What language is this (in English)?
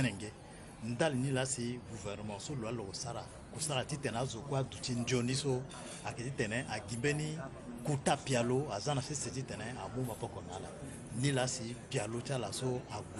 Sango